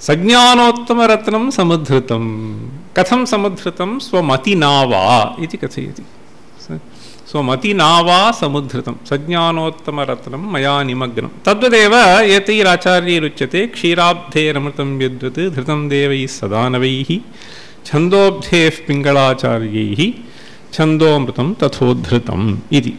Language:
Sanskrit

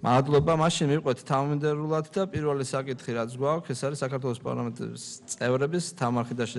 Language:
Georgian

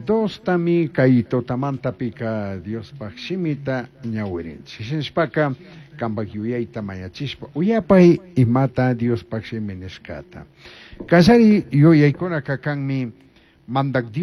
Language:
Chimborazo Highland Quichua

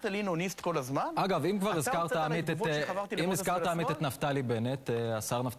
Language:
Hebrew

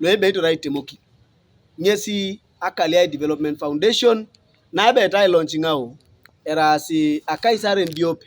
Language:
Teso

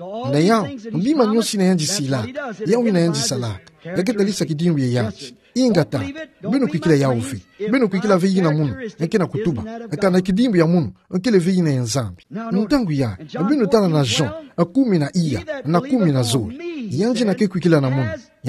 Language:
Kituba (Democratic Republic of Congo)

